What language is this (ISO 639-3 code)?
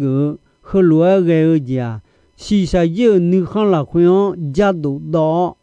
ahk